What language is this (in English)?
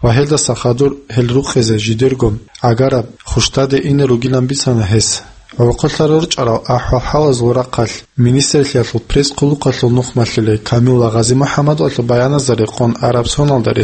Avaric